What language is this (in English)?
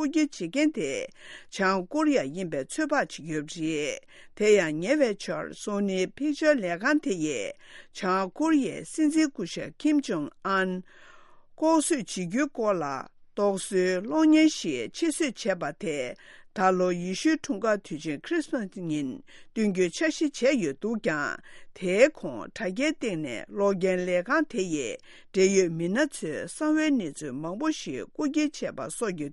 Tibetan